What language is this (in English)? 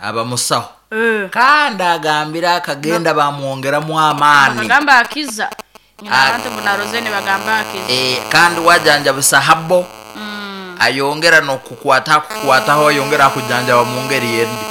Nyankole